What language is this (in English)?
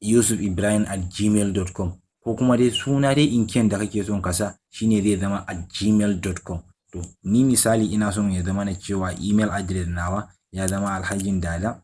Hausa